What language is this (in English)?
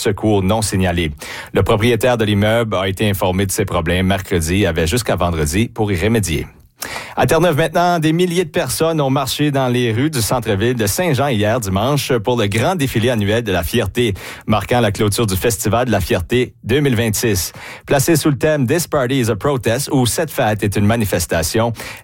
French